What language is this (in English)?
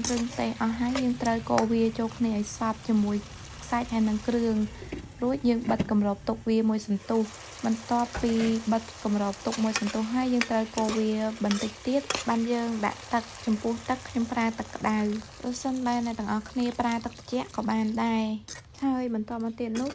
Khmer